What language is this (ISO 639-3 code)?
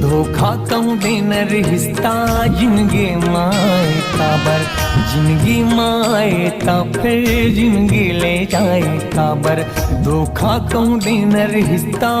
hne